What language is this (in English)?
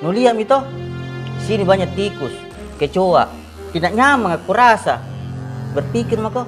Makassar Malay